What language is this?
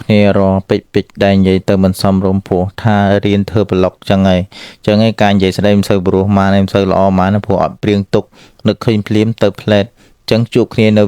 Khmer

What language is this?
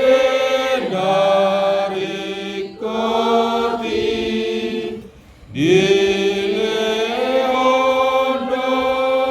Batak Toba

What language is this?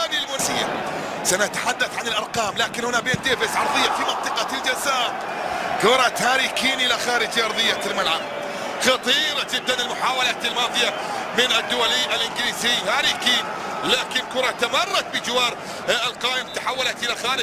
Arabic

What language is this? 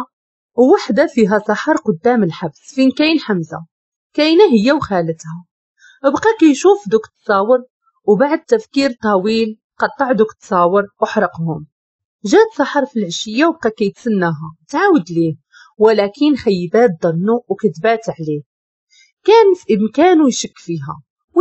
Moroccan Arabic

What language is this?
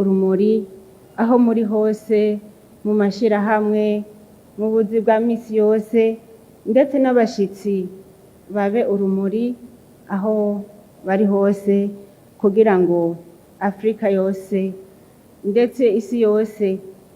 Rundi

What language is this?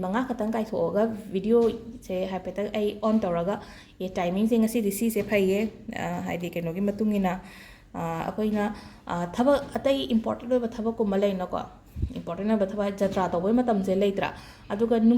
Manipuri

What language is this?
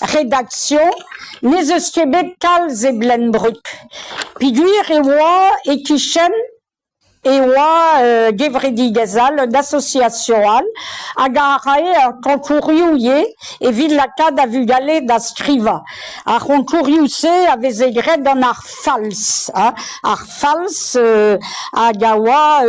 Breton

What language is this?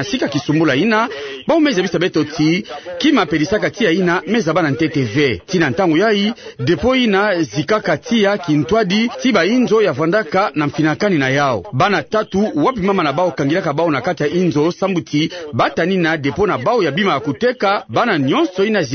Kituba (Democratic Republic of Congo)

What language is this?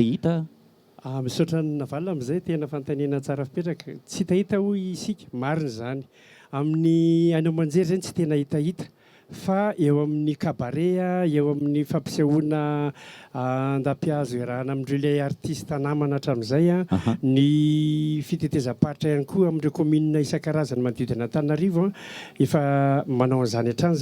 Malagasy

